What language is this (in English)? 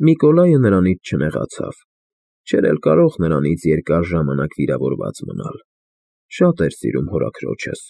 Armenian